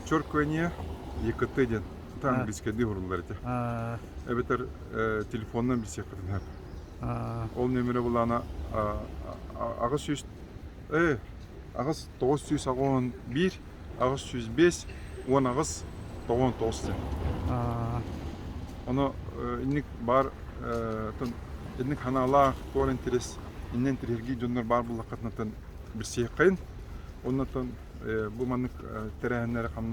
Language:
Yakut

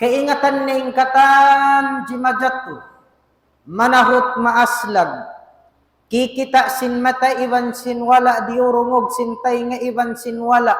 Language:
Tausug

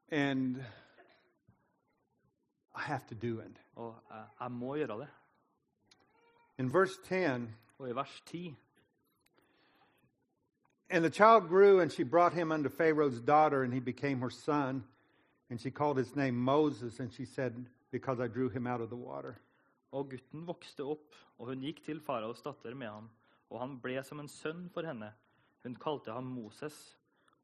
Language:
Norwegian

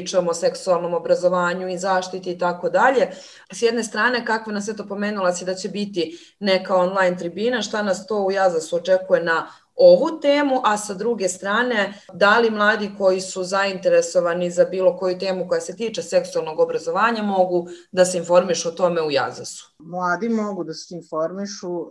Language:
Serbian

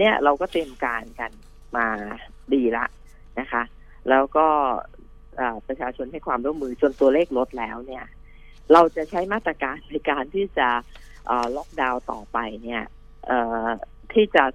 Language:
Thai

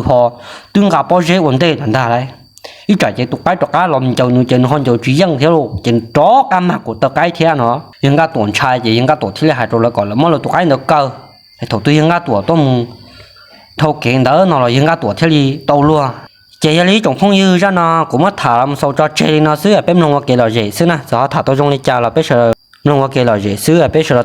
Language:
Hmong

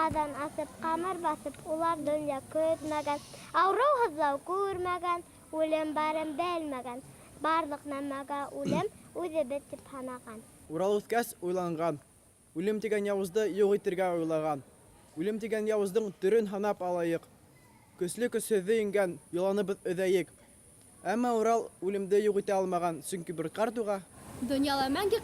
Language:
Bashkir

